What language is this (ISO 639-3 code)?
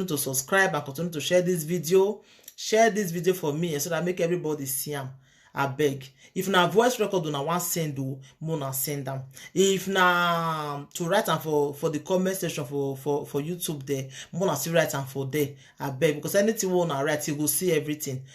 pcm